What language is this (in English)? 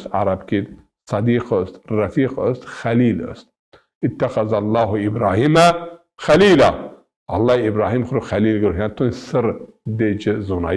Zaza